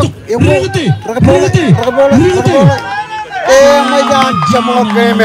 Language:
Marshallese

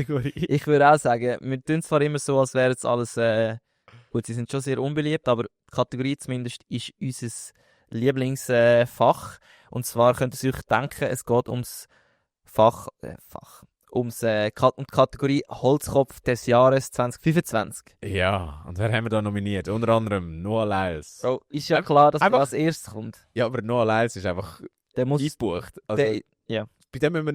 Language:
Swiss German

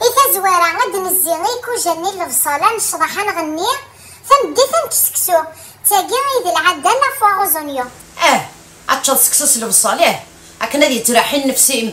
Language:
Kabyle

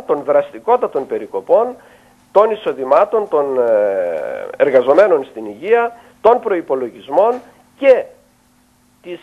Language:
Greek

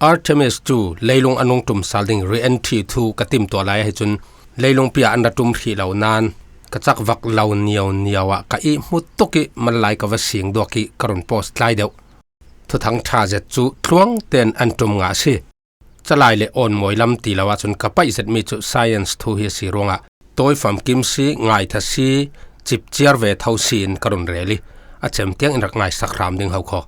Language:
Falam Chin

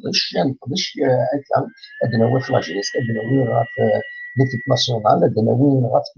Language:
Kabyle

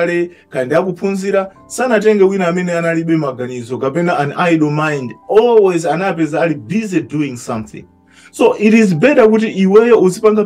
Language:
Nyanja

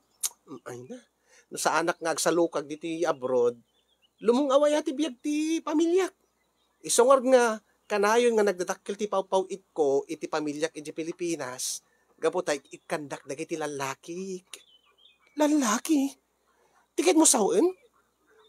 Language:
Iloko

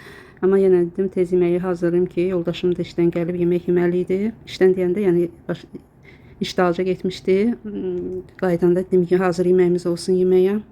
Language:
Azerbaijani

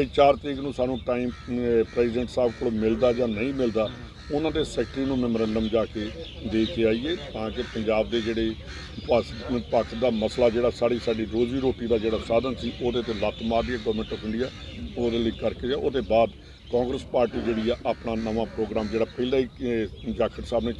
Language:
Punjabi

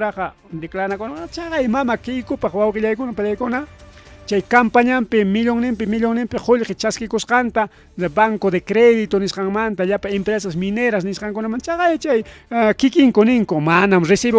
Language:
Ayacucho Quechua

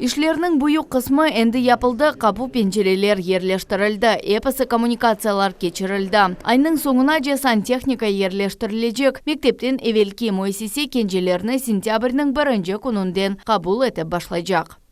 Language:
Crimean Tatar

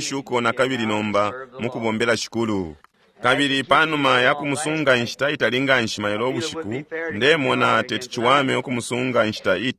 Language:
Bemba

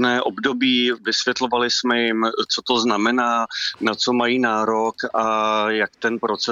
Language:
Czech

